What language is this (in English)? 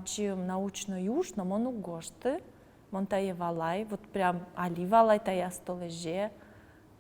Udmurt